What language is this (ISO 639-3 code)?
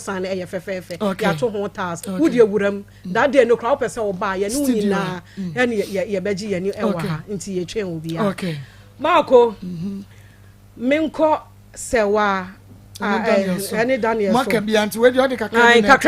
aka